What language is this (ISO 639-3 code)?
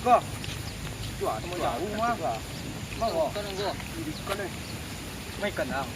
min